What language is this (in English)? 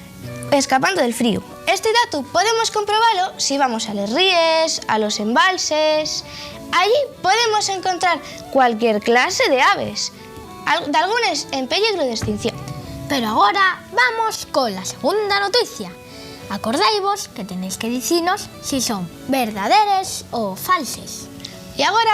Asturian